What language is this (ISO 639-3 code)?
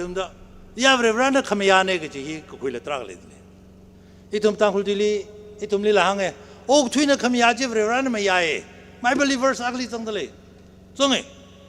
nmf